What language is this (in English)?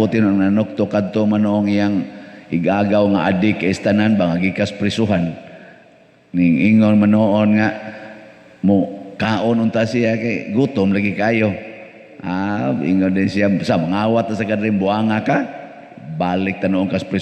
Cebuano